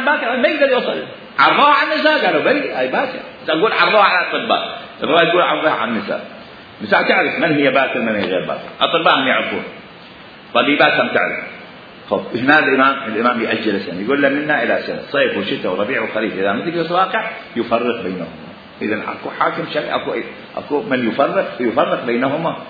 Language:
Mesopotamian Arabic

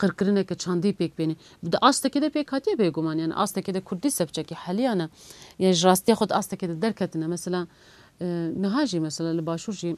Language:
Kurdish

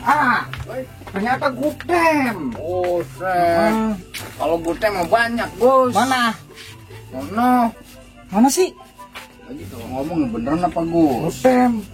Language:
Betawi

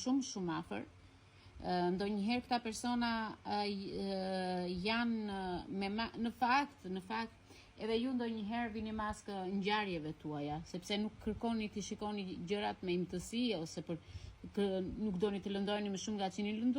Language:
Albanian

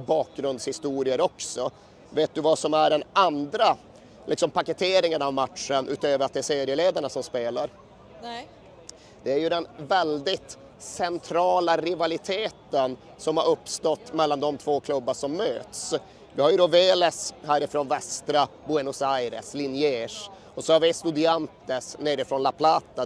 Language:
Swedish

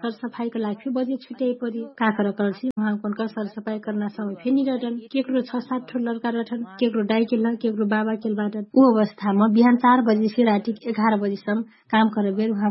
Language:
Dangaura Tharu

